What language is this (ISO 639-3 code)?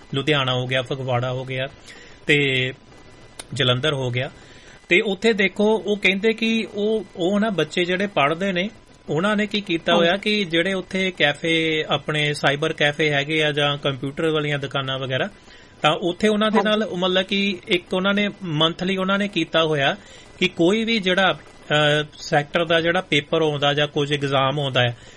pan